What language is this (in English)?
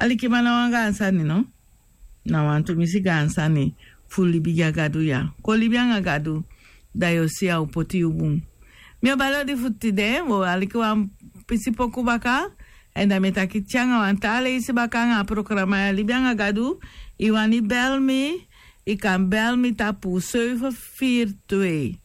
Sranan Tongo